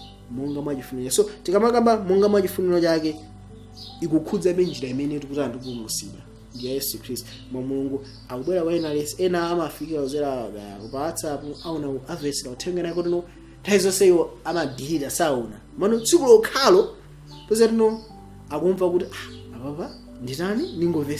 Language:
Nyanja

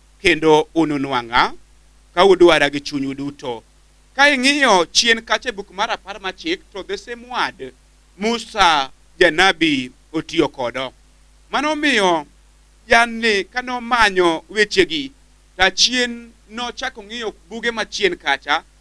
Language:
Luo (Kenya and Tanzania)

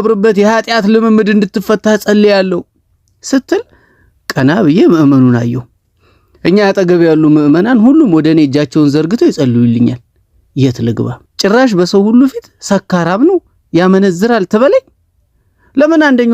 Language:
Amharic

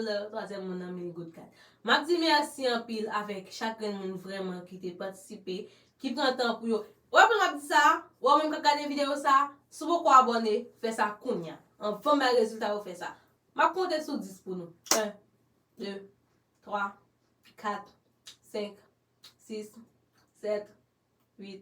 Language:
Haitian Creole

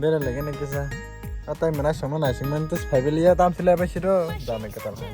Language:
Kok Borok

